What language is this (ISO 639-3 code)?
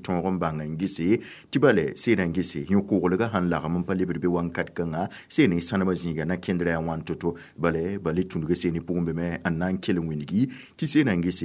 mos